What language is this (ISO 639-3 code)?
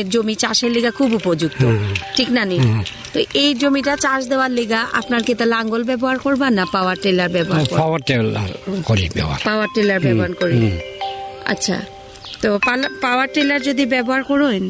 ben